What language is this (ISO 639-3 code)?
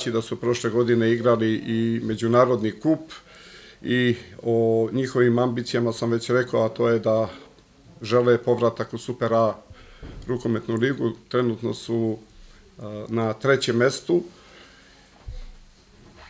srp